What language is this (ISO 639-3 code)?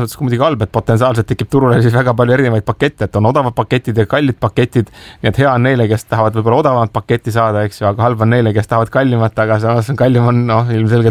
est